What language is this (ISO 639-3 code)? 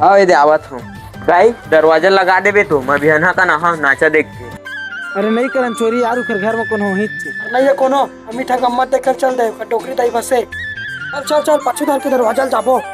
hne